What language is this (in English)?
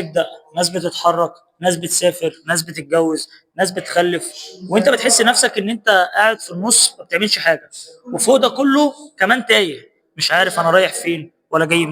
Egyptian Arabic